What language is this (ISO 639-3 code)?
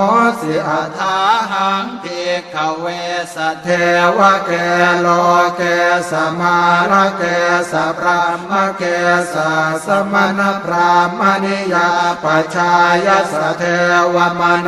pli